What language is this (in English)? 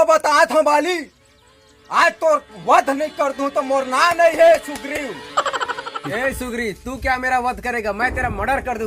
Chhattisgarhi